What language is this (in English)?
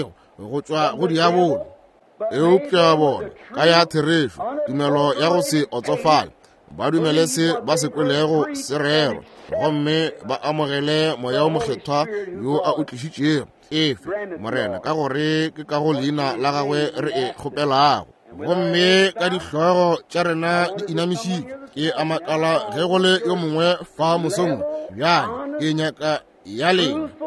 Northern Sotho